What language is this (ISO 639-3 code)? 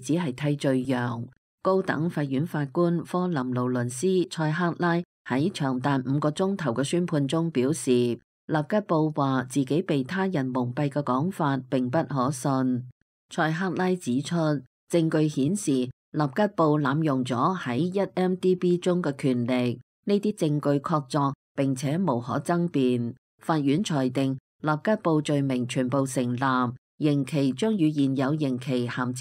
yue